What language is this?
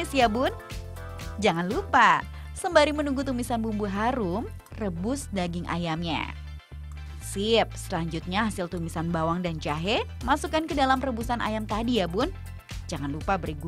Indonesian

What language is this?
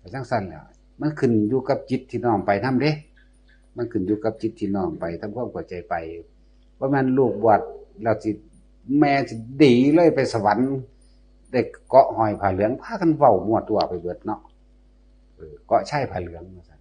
Northeastern Thai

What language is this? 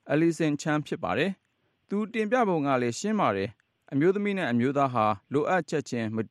Burmese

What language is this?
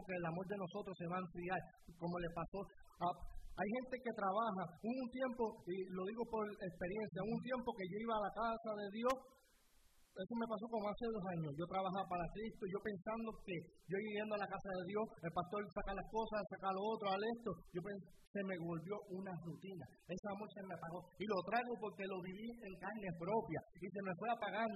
Spanish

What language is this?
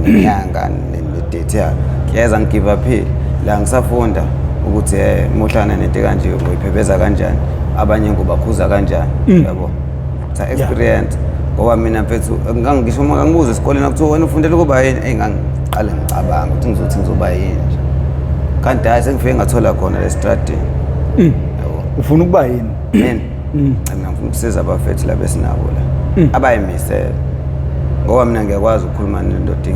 Zulu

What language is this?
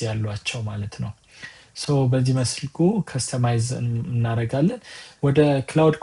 Amharic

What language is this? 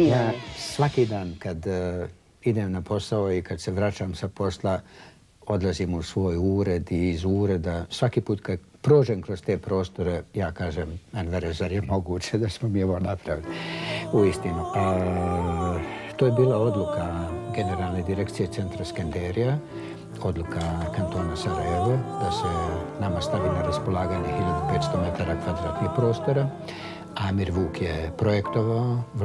Bosnian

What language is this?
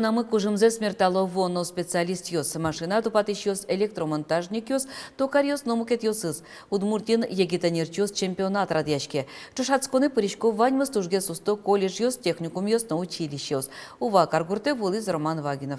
Udmurt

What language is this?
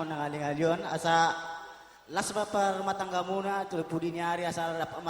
Batak Toba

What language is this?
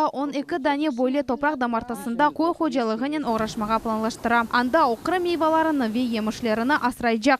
Crimean Tatar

